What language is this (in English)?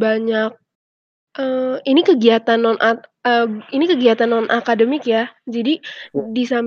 Indonesian